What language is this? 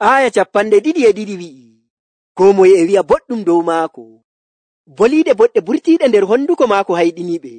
Nigerian Fulfulde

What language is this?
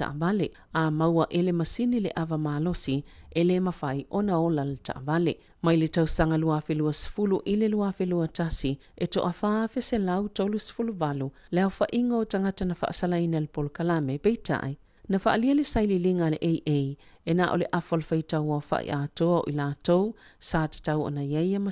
Samoan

